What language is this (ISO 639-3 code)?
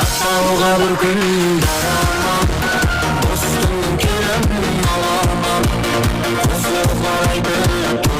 kaa